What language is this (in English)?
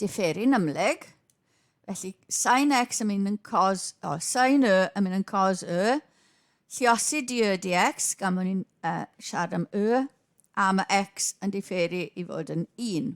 Welsh